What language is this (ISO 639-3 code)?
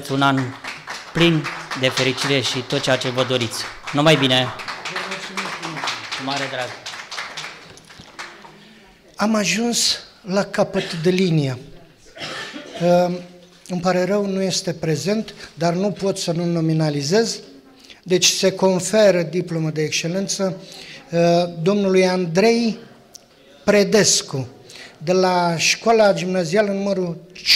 ron